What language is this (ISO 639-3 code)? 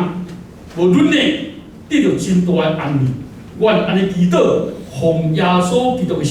nan